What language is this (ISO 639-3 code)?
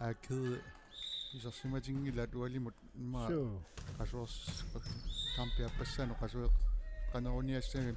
kal